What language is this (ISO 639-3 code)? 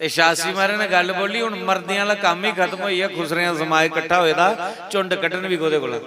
doi